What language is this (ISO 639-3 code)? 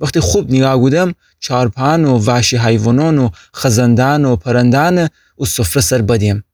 glk